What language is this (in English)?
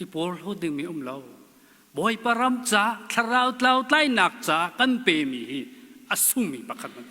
Hakha Chin